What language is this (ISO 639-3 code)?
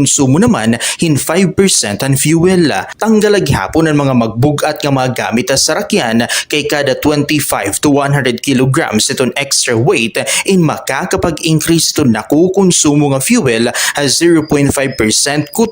war